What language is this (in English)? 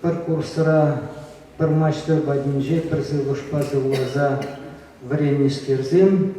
Chuvash